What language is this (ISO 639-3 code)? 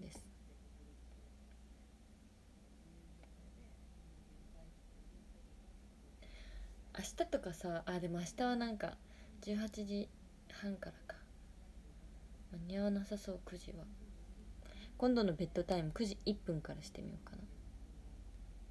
jpn